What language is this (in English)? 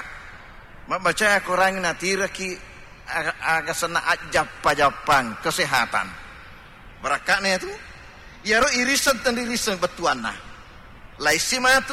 Buginese